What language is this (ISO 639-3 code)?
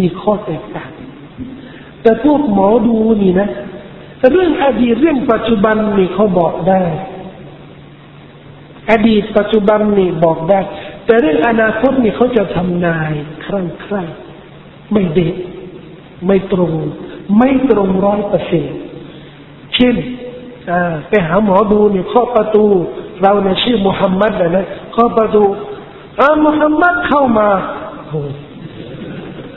tha